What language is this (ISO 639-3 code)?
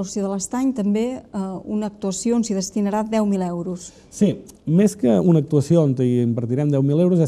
cat